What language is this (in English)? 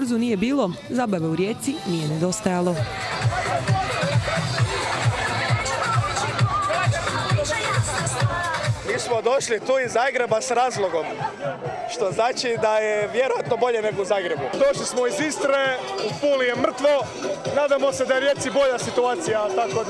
Croatian